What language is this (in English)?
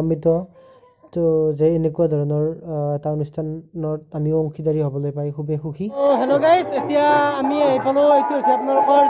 Assamese